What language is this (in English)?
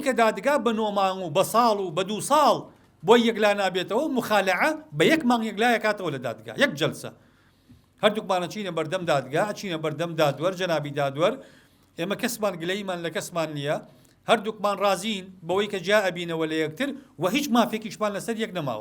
Central Kurdish